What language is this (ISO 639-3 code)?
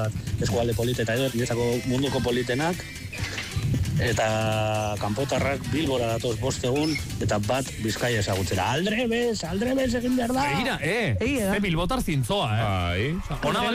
eus